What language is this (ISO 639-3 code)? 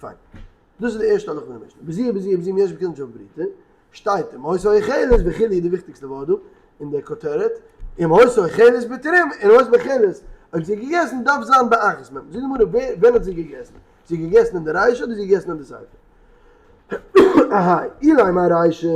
yid